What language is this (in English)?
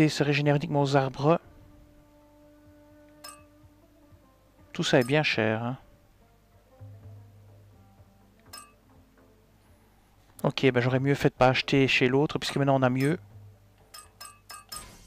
French